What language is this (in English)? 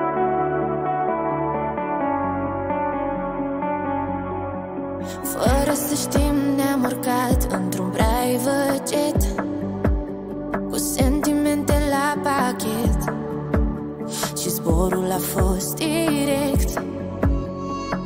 Romanian